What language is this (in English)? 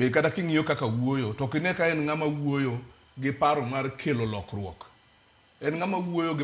Luo (Kenya and Tanzania)